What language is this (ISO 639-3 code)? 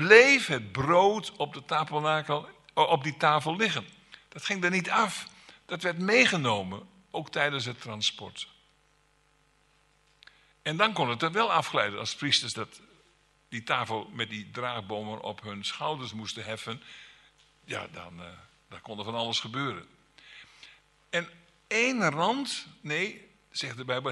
nld